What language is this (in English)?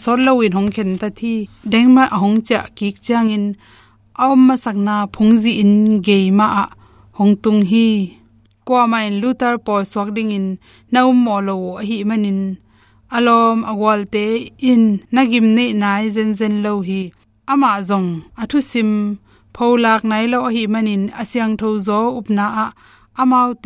Tedim Chin